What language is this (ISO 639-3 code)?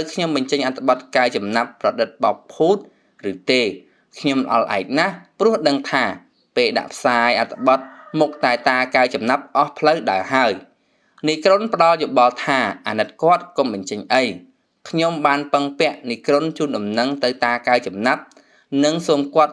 khm